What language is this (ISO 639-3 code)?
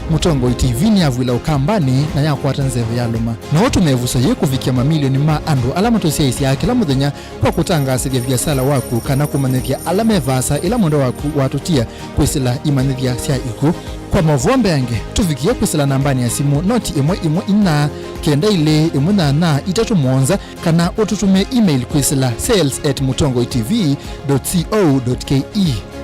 kam